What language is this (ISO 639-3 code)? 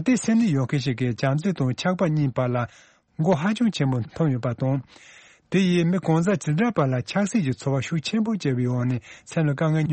bod